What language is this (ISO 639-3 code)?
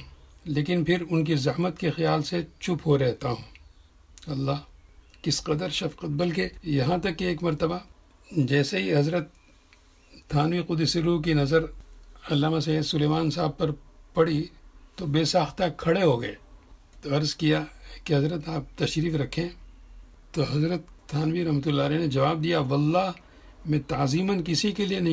urd